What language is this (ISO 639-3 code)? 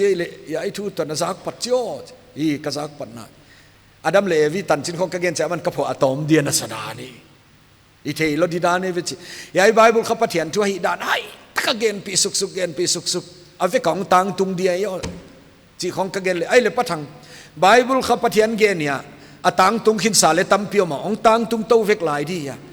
pck